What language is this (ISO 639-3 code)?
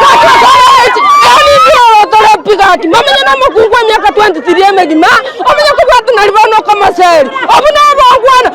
guz